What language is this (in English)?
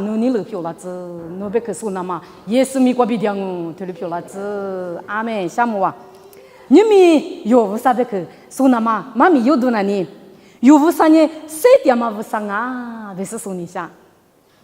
Lisu